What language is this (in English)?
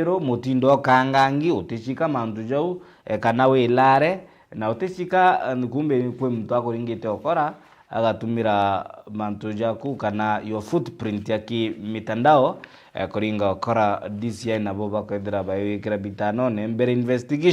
Meru